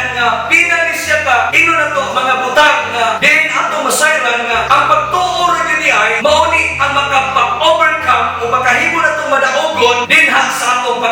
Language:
Cebuano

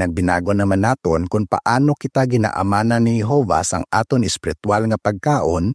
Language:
Hiligaynon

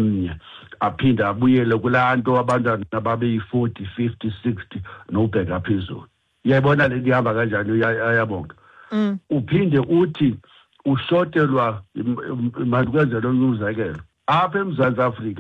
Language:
Xhosa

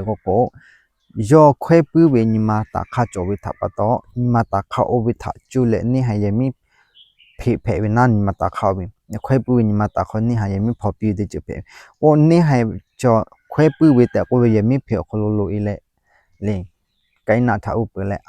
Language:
Lahu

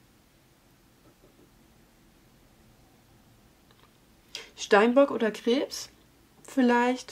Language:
German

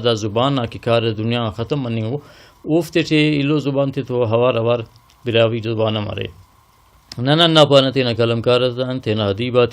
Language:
Brahui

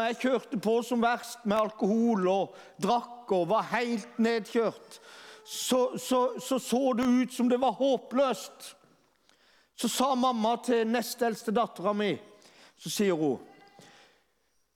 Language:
Norwegian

